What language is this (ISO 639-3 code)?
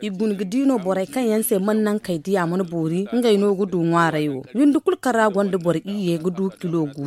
dje